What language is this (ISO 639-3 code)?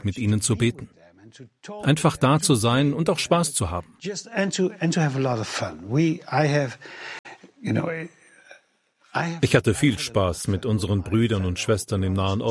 deu